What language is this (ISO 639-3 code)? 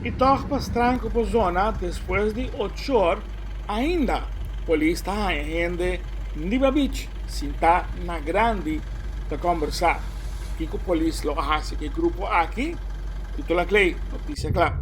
pap